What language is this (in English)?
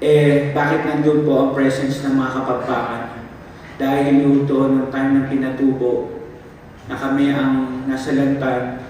Pampanga